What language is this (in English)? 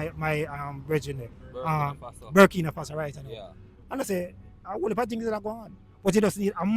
Jamaican Creole English